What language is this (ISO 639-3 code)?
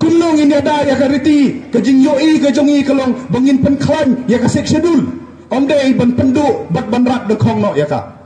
kha